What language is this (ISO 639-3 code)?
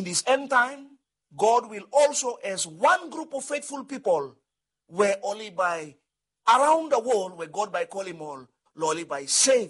bis